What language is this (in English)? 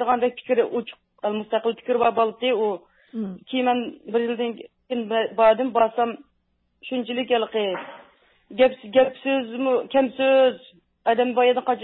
Uyghur